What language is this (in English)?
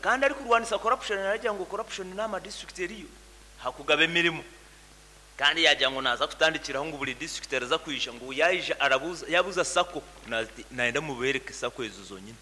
Nyankole